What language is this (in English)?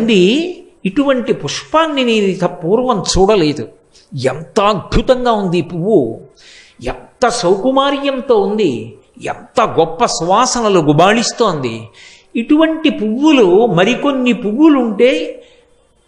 Telugu